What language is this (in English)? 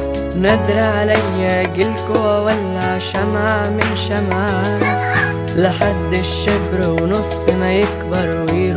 Egyptian Arabic